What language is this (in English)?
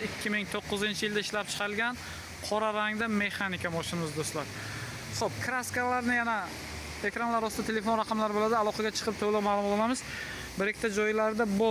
Uzbek